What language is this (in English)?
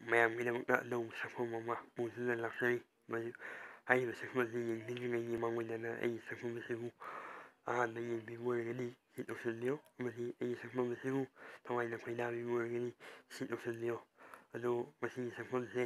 Manipuri